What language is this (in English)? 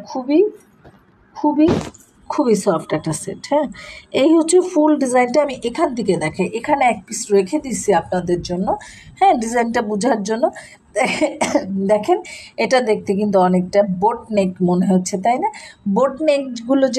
Bangla